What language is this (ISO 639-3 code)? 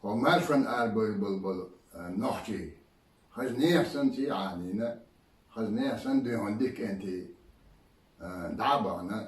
che